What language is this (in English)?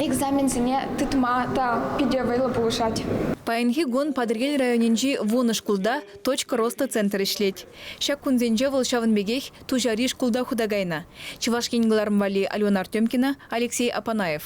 Chuvash